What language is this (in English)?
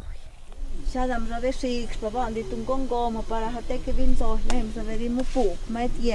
Totontepec Mixe